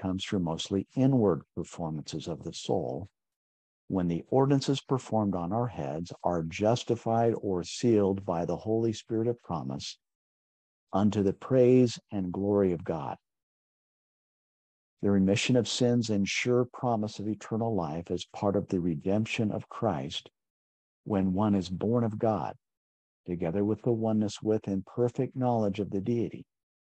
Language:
English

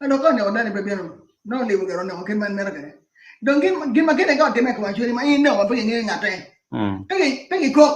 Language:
Acoli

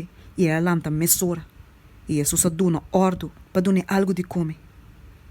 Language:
Papiamento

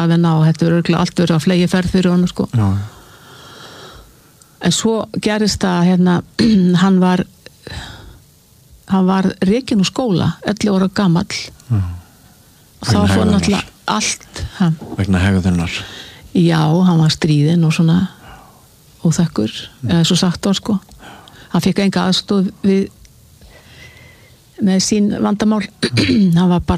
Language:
Icelandic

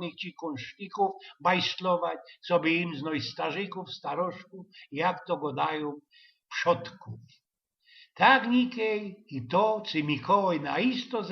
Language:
Silesian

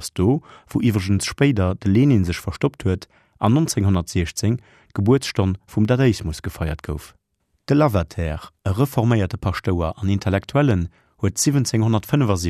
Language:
Luxembourgish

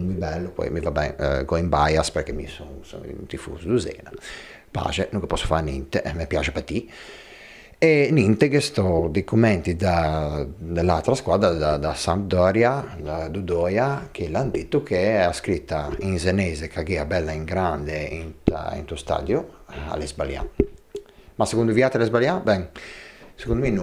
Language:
Ligurian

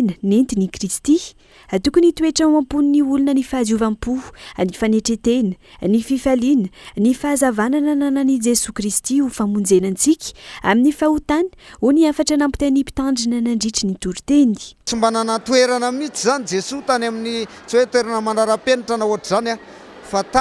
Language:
Malagasy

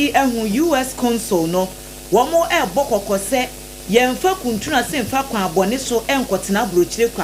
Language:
Akan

